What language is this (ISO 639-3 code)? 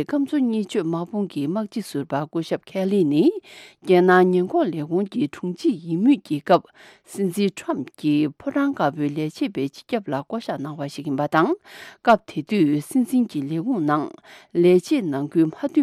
bod